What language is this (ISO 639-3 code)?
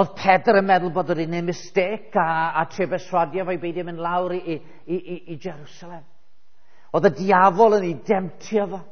cym